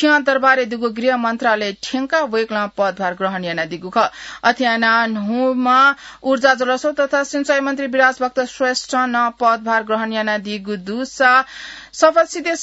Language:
Newari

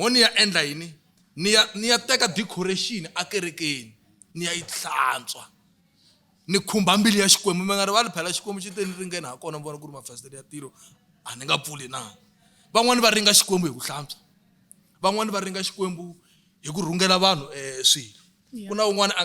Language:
Tsonga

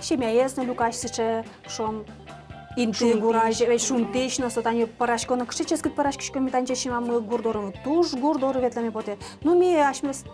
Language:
Udmurt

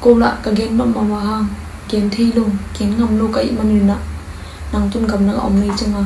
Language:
Tedim Chin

